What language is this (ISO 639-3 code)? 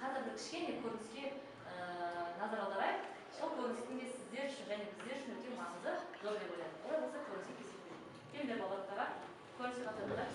kaz